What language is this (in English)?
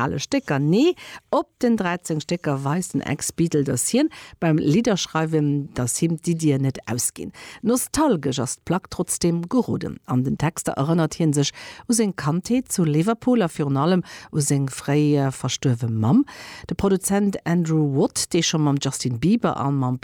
Luxembourgish